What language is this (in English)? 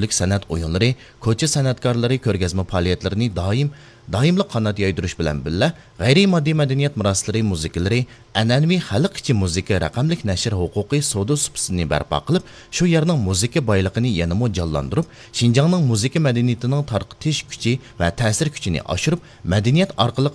Uyghur